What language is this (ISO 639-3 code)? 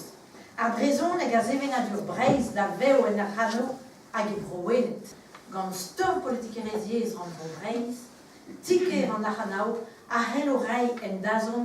bre